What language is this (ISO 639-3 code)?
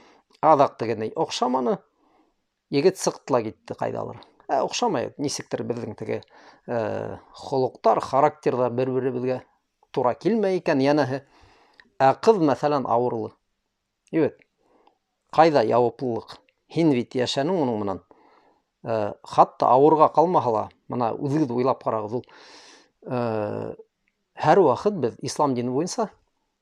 bak